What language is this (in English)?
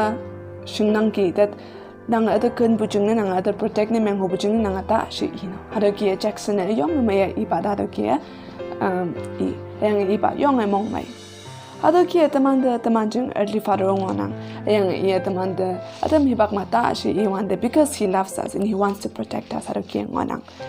Konyak Naga